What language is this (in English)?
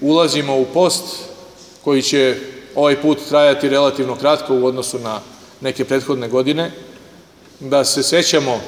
Serbian